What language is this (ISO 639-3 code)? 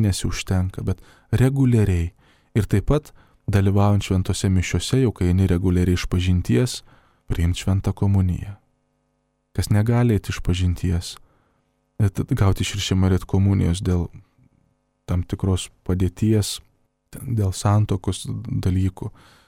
lit